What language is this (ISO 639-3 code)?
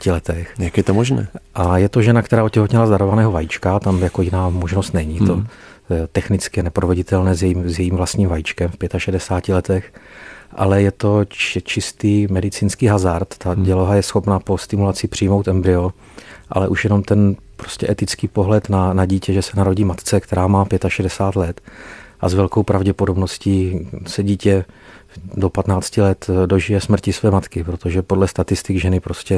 ces